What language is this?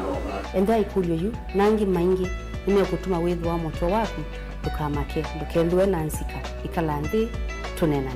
Kamba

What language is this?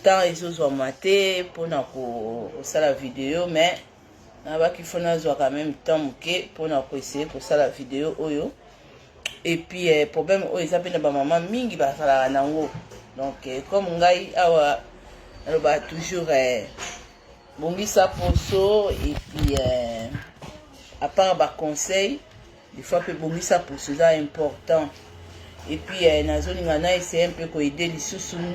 Lingala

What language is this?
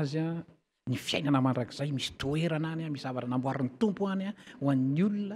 Malagasy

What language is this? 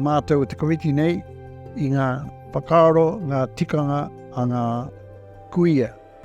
Māori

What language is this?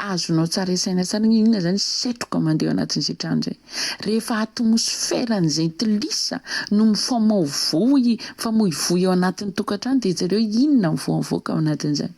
Malagasy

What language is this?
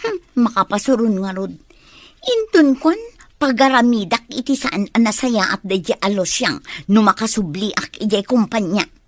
Iloko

